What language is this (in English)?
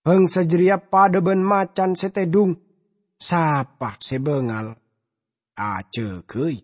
Madurese